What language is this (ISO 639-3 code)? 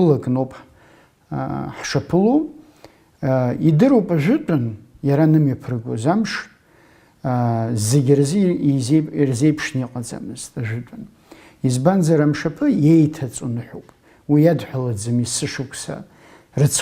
abk